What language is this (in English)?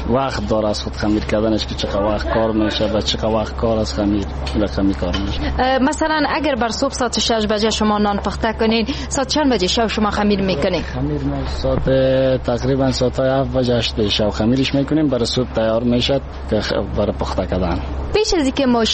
Persian